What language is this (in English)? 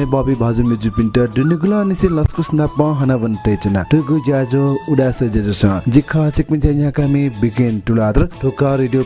Newari